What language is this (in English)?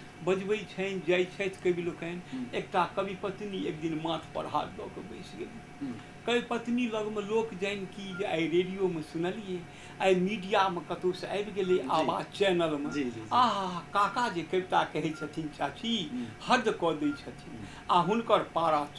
Maithili